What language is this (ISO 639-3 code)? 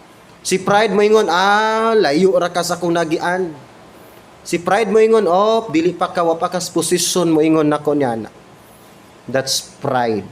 ceb